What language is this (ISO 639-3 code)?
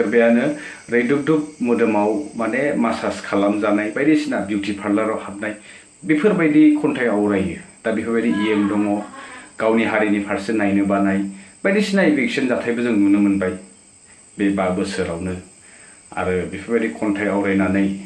brx